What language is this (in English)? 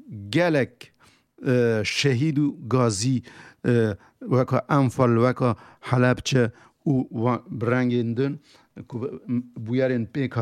Kurdish